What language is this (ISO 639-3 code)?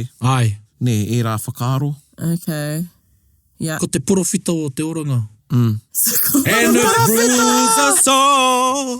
mri